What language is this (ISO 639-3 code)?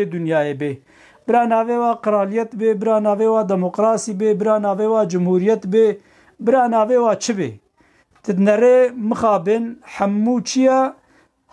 kur